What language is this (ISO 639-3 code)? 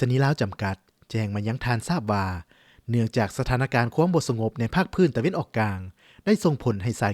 lao